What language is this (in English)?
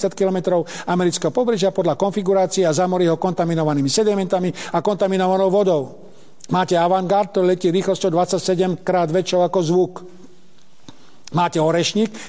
Slovak